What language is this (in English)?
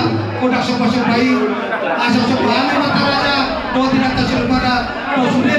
Batak Toba